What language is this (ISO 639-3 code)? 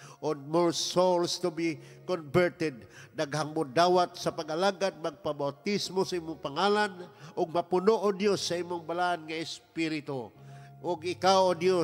ceb